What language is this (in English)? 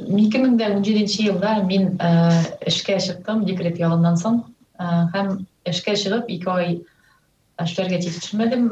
Tatar